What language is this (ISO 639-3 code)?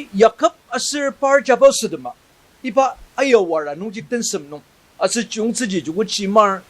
njo